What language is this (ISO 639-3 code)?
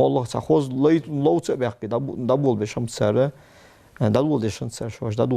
inh